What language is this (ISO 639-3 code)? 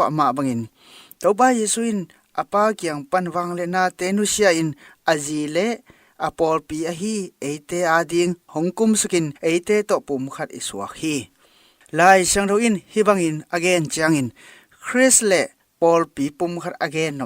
ctd